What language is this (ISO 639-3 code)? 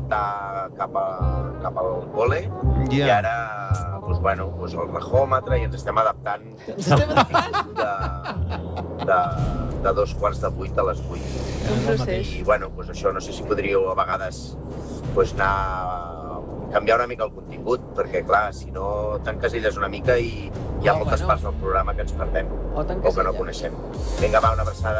cat